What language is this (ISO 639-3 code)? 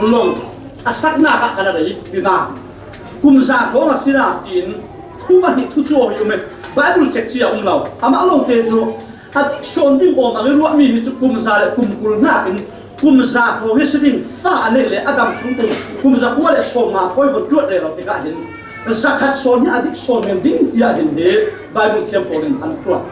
cfm